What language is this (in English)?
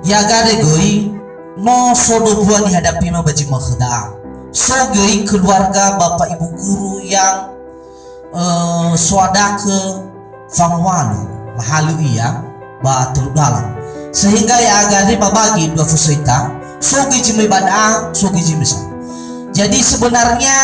Nias